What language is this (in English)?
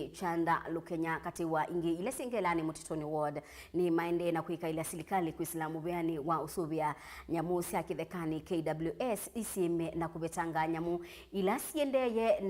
Kamba